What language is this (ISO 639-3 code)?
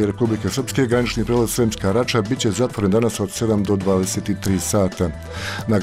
bos